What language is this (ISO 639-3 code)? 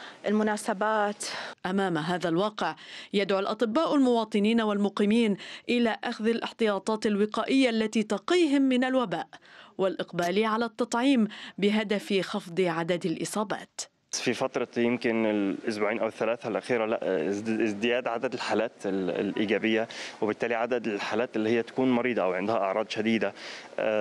ara